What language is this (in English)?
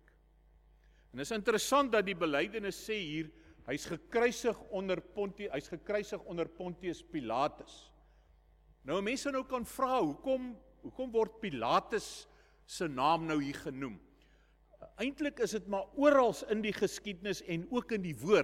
Afrikaans